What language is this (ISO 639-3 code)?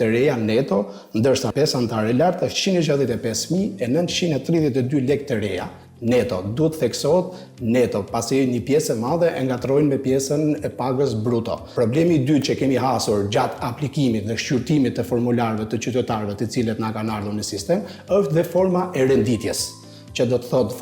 sqi